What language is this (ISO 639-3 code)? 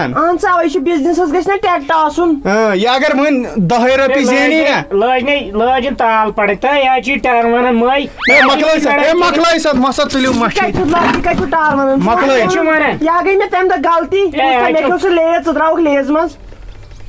kas